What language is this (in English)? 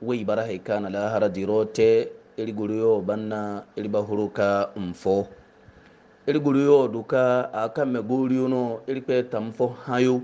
Hausa